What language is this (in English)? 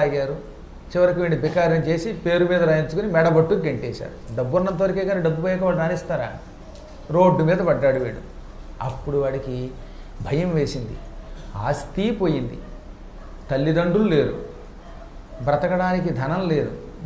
Telugu